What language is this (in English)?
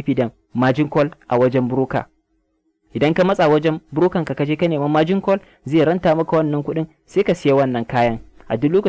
Hausa